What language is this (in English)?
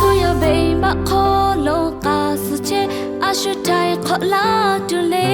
Lahu